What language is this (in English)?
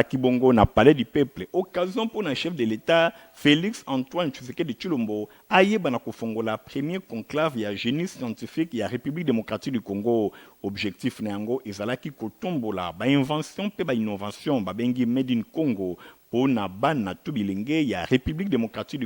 Lingala